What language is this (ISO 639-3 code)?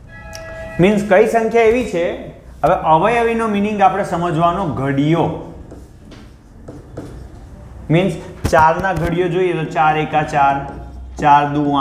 guj